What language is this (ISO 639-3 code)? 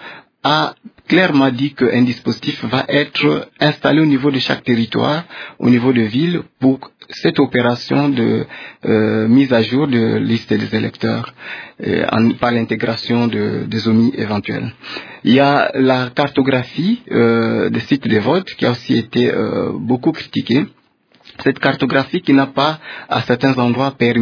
fra